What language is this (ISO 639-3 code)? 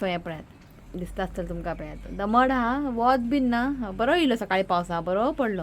kok